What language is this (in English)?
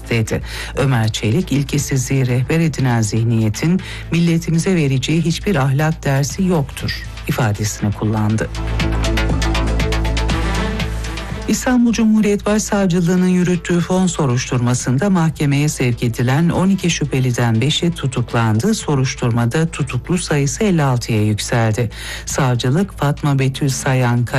Turkish